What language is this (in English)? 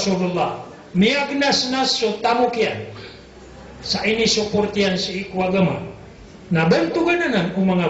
Maranao